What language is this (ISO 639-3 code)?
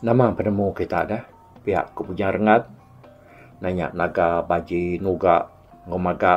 iba